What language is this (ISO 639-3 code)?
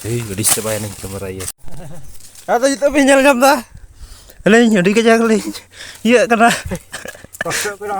sat